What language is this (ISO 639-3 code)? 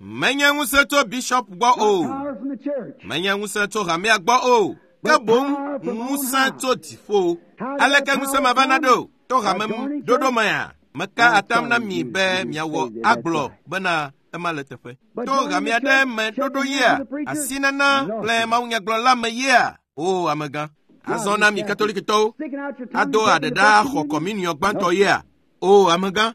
ewe